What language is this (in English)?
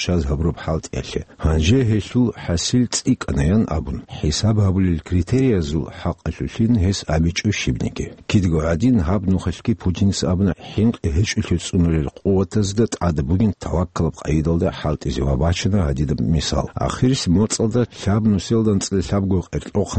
Avaric